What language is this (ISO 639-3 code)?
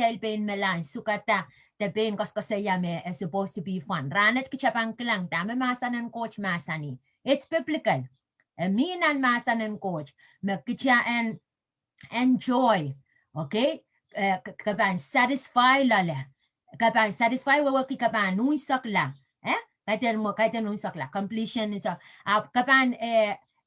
pon